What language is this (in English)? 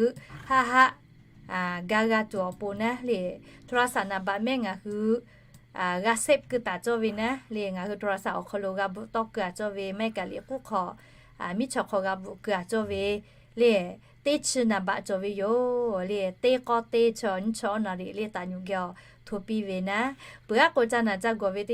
Lahu